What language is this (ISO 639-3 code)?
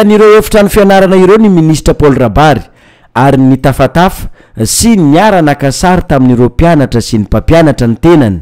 mlg